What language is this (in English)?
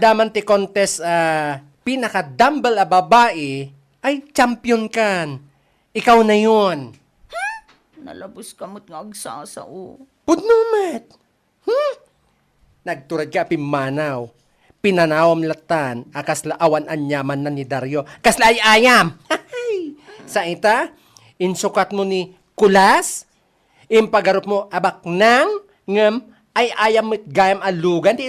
Iloko